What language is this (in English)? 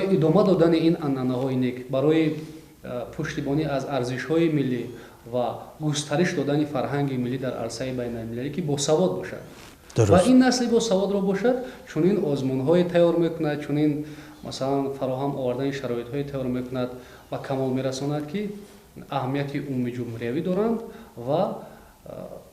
Tajik